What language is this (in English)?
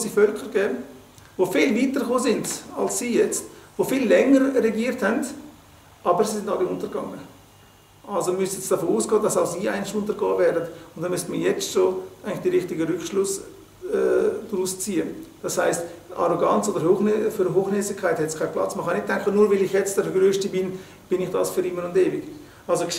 Swiss German